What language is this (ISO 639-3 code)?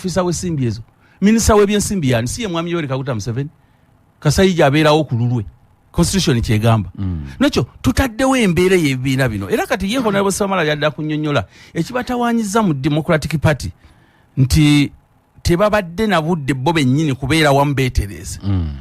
lug